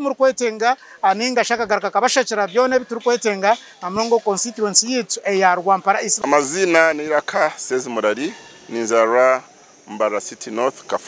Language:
Nyankole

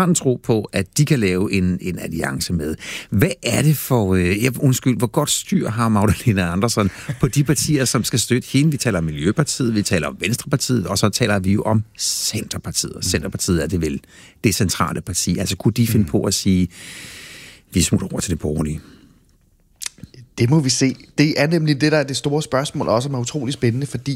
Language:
Danish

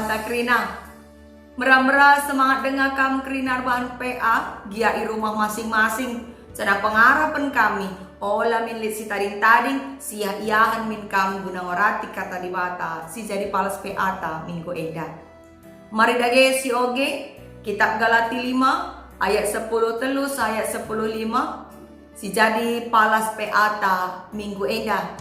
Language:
Batak Karo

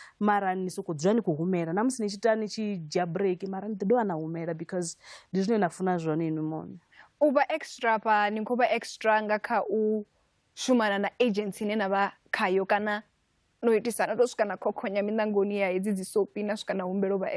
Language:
Venda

